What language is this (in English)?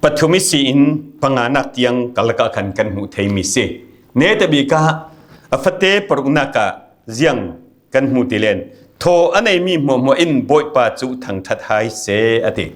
Falam Chin